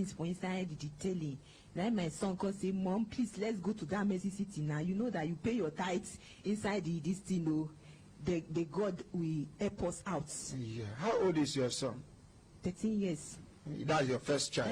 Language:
Nigerian Pidgin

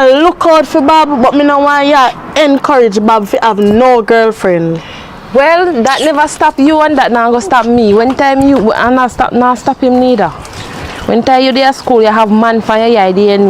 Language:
Jamaican Creole English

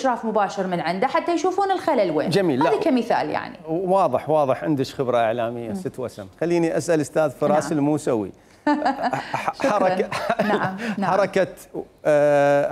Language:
Mesopotamian Arabic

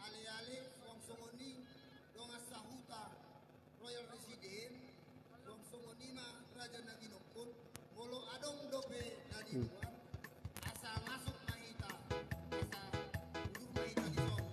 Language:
Batak Toba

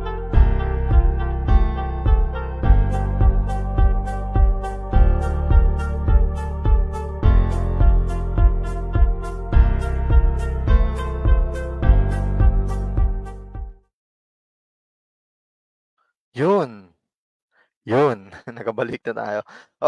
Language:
Filipino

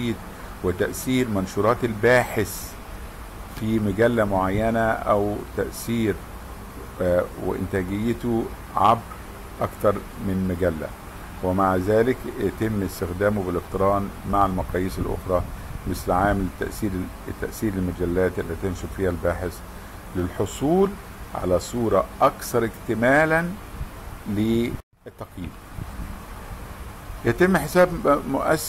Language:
Arabic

